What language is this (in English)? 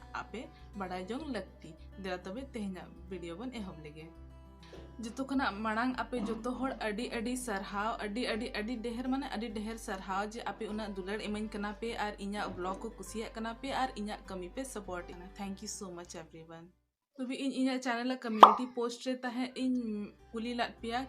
Santali